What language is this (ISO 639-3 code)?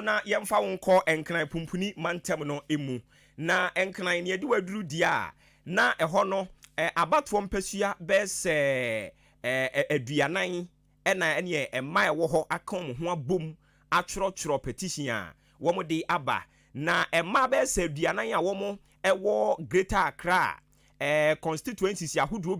aka